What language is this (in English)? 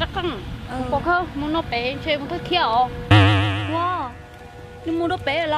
Hmong